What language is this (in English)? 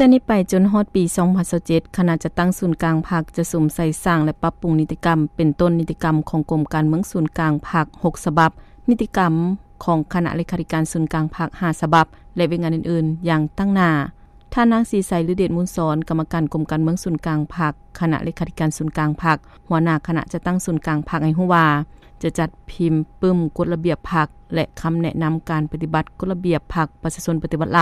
Lao